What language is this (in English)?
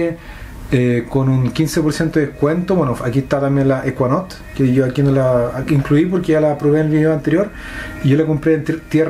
Spanish